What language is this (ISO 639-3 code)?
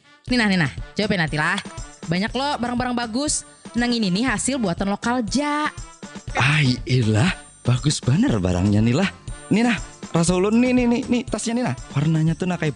bjn